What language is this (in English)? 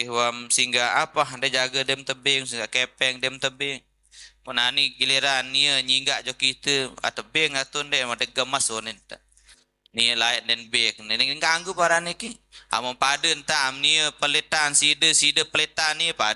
Sasak